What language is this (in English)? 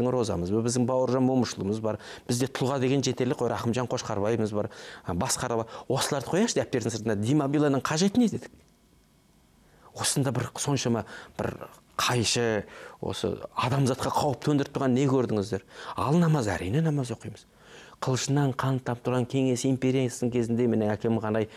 Kazakh